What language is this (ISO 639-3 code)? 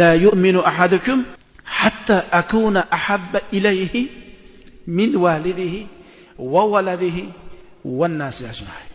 uzb